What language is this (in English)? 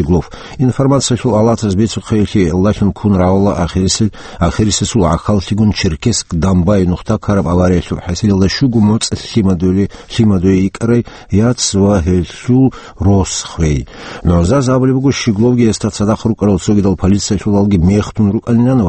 Avaric